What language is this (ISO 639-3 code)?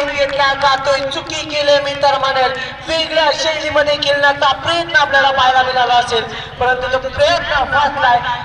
mar